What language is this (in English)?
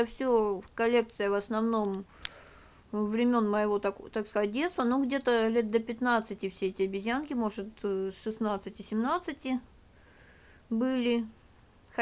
Russian